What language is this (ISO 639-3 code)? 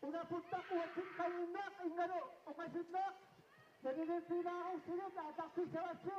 kal